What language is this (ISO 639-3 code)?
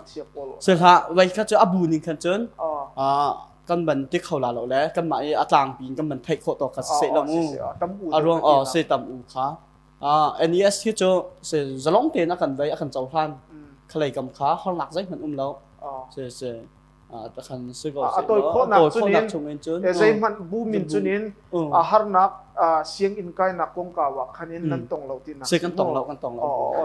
cnh